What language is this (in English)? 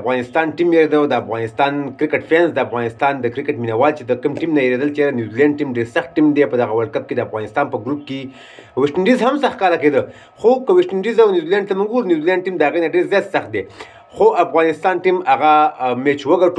Pashto